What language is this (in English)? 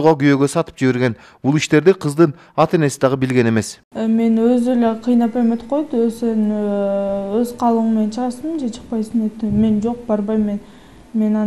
Kyrgyz